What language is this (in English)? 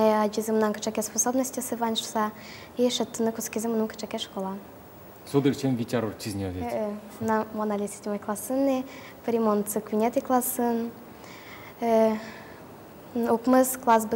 Udmurt